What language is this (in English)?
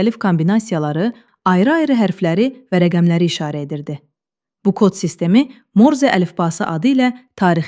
Azerbaijani